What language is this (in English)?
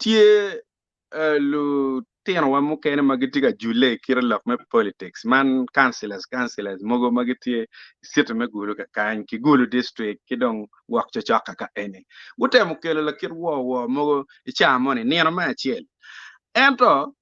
Acoli